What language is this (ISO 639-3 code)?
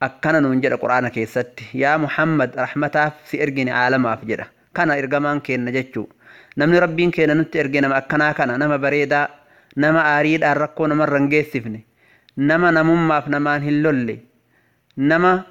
orm